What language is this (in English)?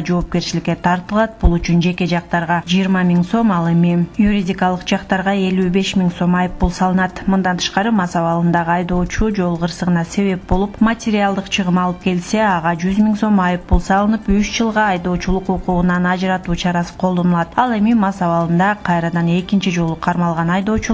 Kyrgyz